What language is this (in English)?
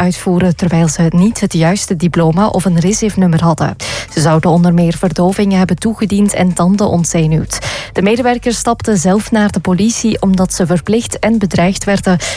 Dutch